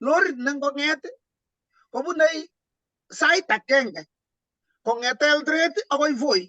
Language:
Kalenjin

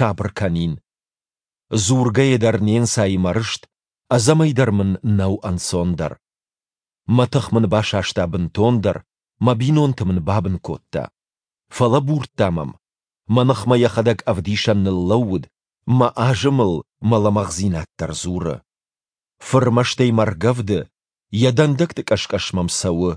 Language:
Ossetic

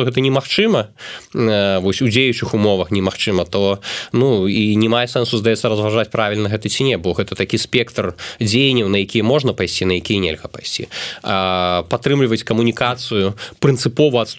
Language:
Belarusian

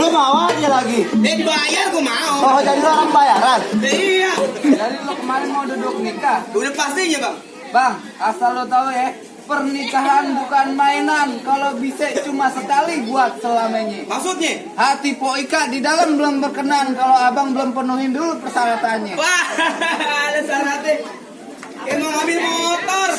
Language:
Betawi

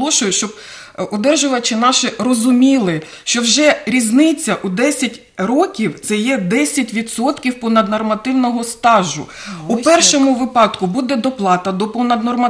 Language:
Ukrainian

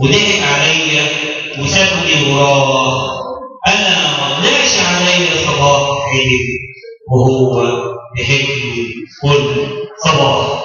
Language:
Egyptian Arabic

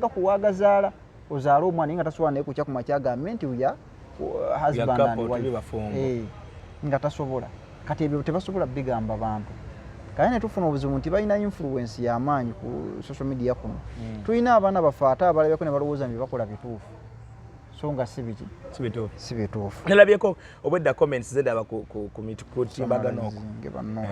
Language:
Ganda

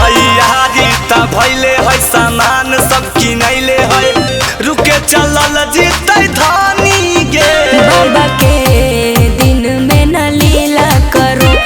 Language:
Magahi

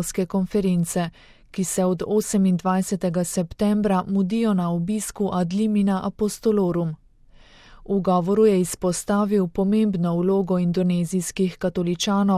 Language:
Slovenian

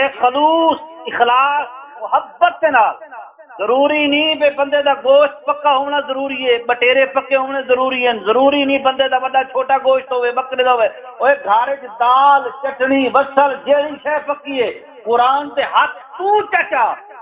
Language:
Saraiki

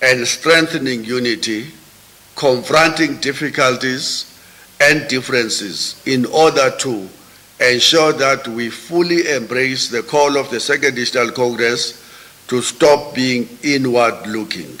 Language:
English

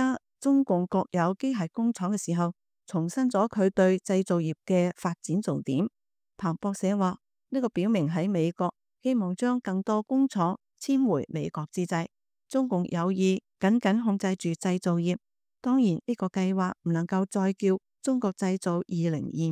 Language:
Cantonese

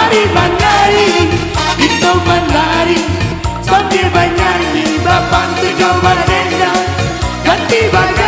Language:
Minangkabau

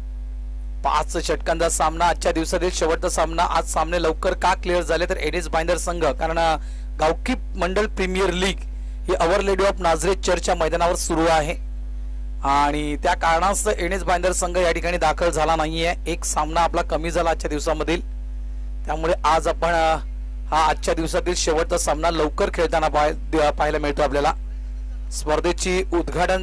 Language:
Marathi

